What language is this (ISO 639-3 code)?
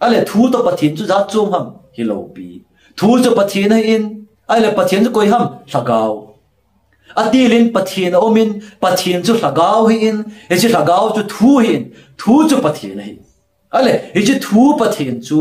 tcz